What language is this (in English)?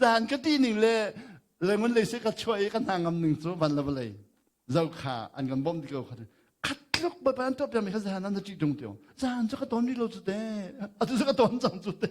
Hakha Chin